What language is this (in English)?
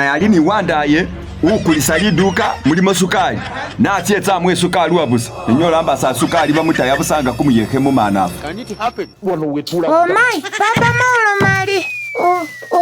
Masaaba